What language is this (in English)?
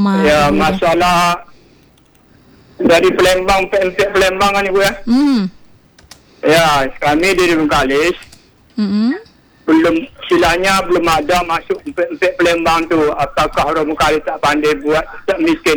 Indonesian